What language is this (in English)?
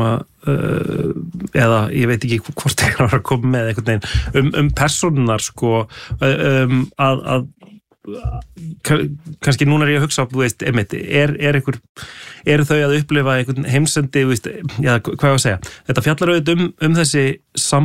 Icelandic